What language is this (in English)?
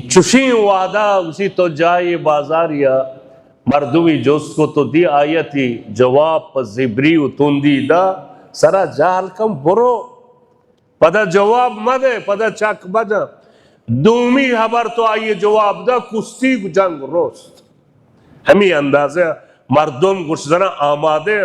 Baluchi